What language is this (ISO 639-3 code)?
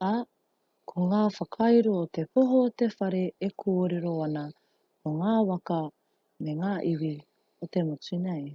mri